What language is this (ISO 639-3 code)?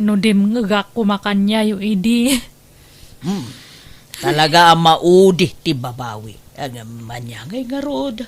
ilo